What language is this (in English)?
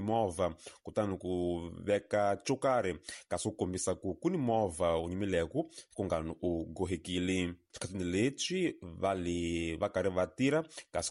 Tsonga